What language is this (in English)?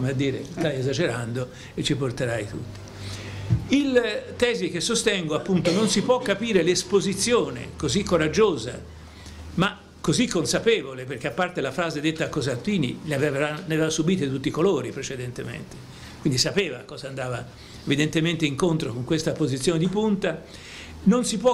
Italian